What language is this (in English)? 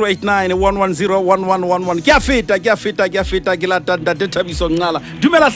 Southern Sotho